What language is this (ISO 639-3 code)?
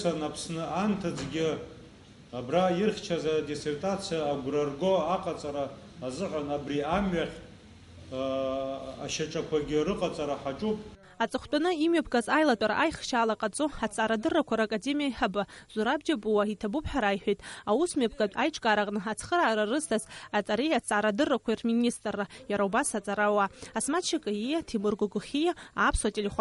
abk